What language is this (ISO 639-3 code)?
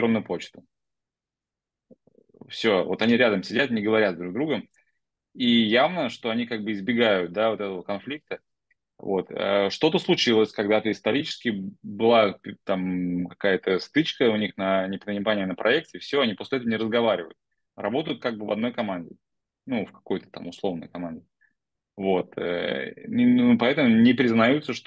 rus